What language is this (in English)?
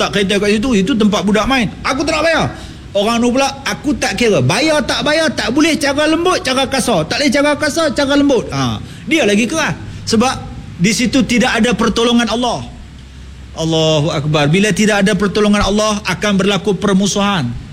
Malay